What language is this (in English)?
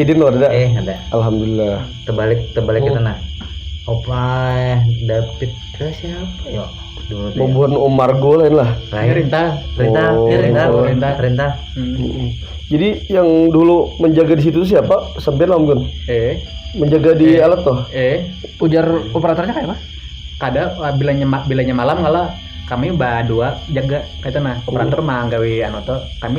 Banjar